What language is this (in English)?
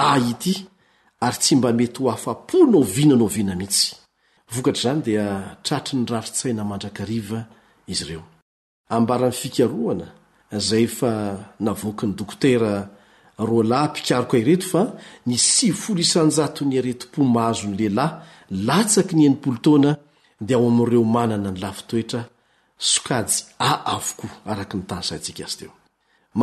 Malagasy